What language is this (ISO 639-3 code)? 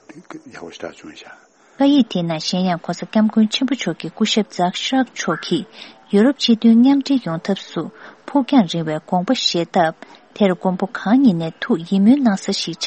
bod